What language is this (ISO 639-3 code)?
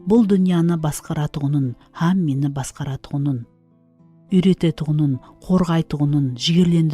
kaa